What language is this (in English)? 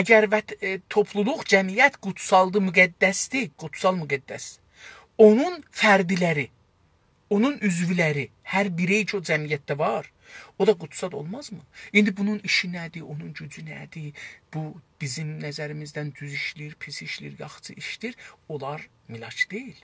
South Azerbaijani